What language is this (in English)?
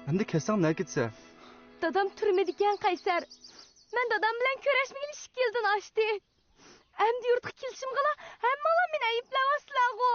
Uyghur